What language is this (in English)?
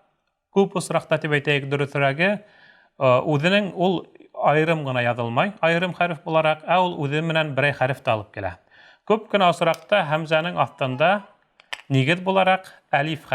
Bashkir